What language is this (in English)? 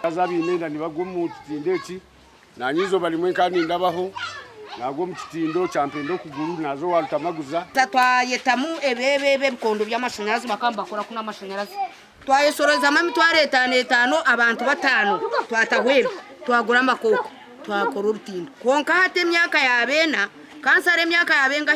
Nyankole